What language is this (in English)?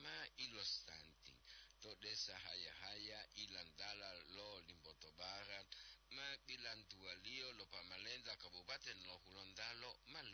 Gorontalo